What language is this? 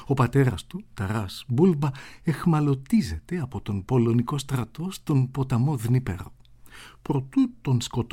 Greek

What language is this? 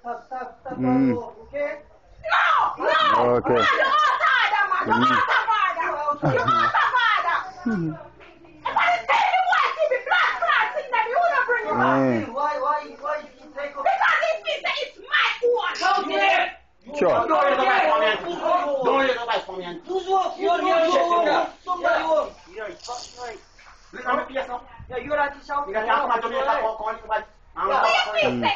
Jamaican Creole English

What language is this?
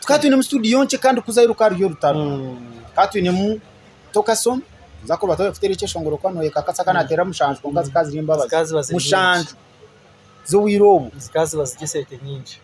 Nyankole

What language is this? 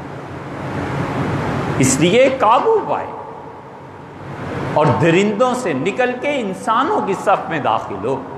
Urdu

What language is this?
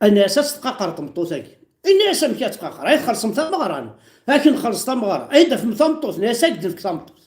Kabyle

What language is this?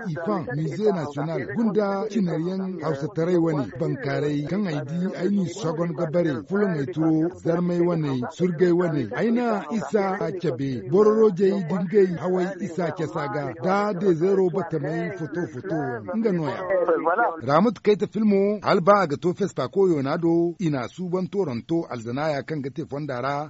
Zarma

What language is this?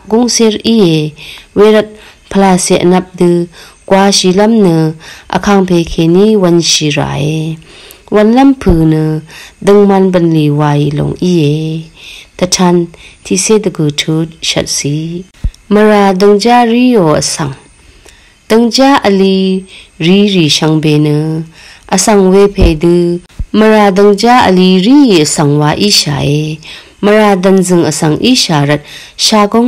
Rawang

